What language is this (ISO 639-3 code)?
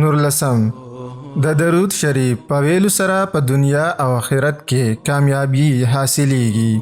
pus